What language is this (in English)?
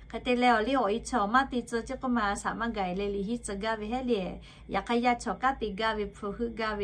Lahu